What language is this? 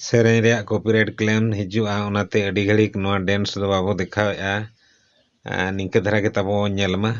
Santali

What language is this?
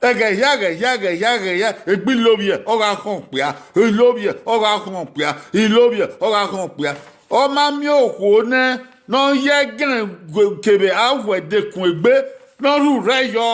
Bini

